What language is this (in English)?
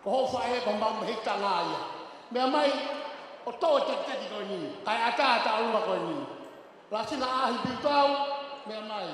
Tongan